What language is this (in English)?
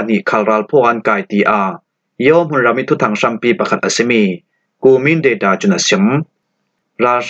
Falam Chin